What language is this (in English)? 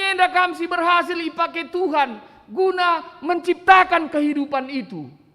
Batak Karo